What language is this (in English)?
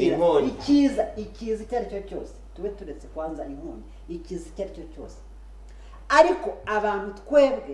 Kinyarwanda